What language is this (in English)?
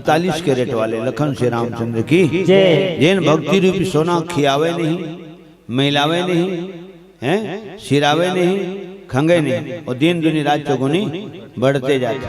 Chhattisgarhi